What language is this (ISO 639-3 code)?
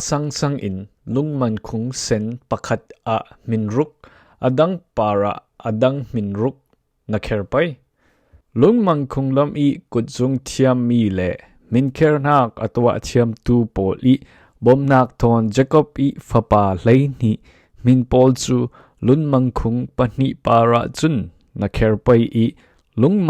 cfm